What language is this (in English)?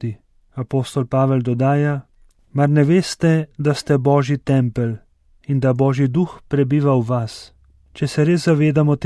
Slovenian